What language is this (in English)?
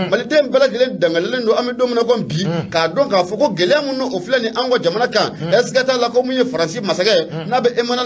Bambara